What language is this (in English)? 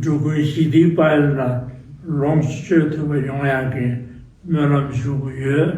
Tibetan